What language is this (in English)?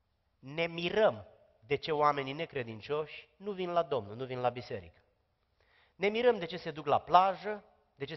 Romanian